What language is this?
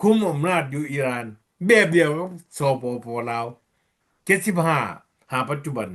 Lao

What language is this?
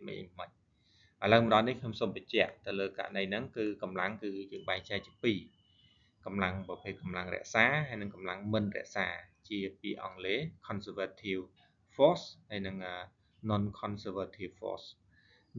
Khmer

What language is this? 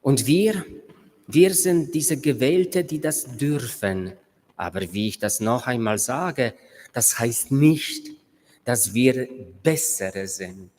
Romansh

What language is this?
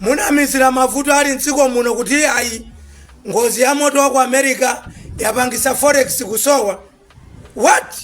Nyanja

